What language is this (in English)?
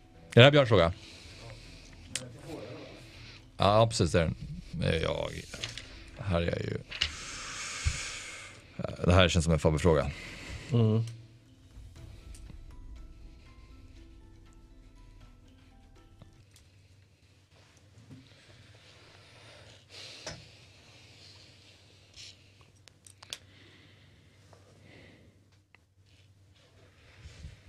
Swedish